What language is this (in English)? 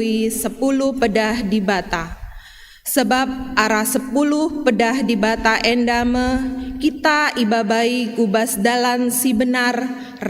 Batak Karo